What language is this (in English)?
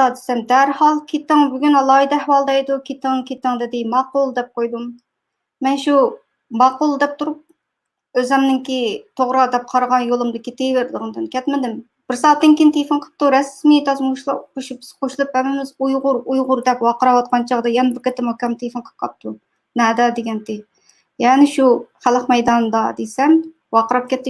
Uyghur